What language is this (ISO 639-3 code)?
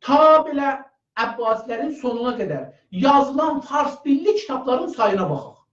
azb